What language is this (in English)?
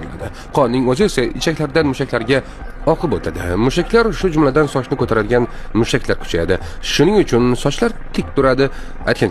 Uzbek